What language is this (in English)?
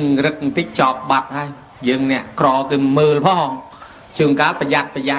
Khmer